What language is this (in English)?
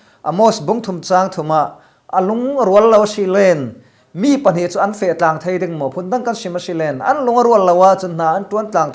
Falam Chin